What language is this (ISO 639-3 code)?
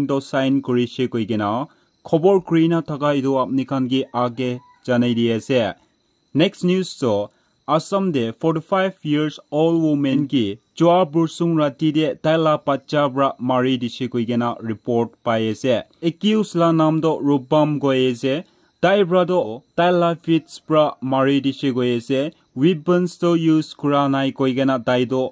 nag